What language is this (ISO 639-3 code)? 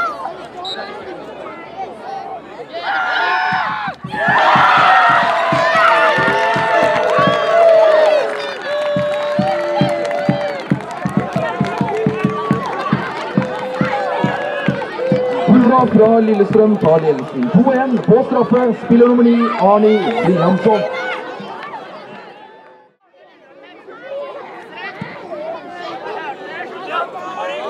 nor